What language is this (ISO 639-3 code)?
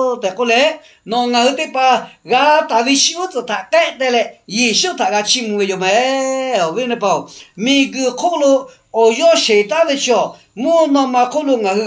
lhu